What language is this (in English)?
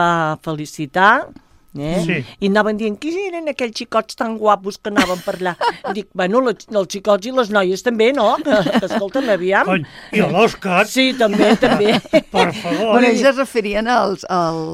Catalan